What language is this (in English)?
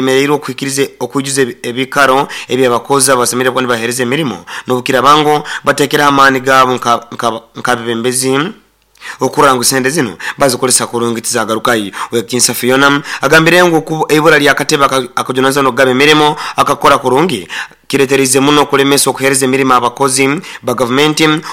Nyoro